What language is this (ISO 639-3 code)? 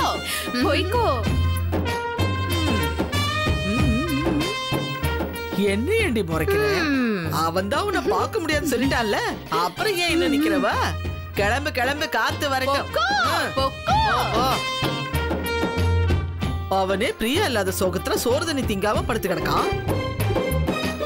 tam